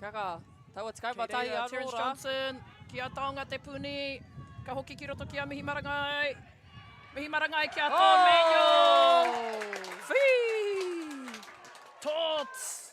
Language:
Māori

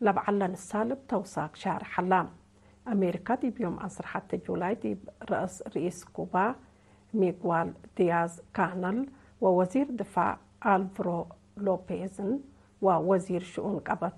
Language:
Tigre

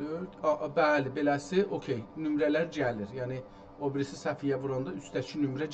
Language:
South Azerbaijani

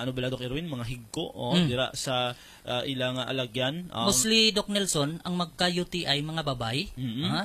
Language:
Hiligaynon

